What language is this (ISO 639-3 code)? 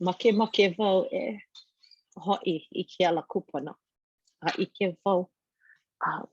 haw